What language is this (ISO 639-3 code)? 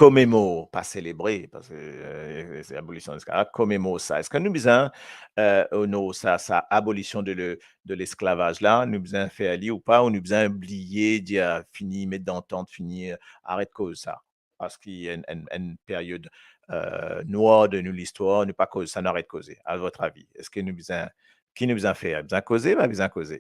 mfe